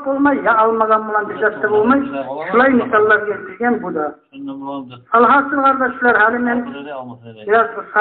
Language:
Kumyk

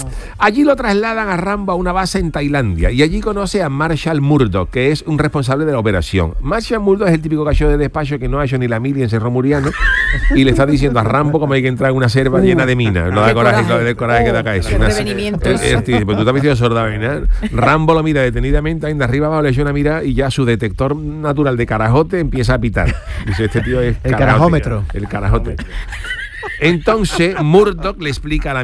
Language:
Spanish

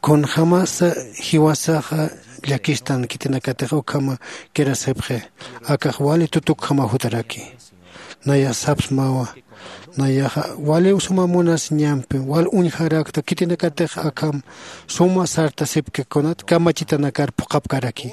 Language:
Aymara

